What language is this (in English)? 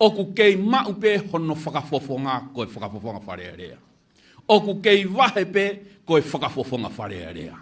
Tongan